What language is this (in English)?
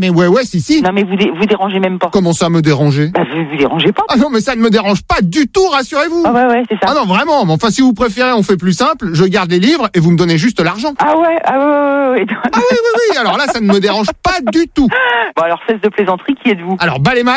French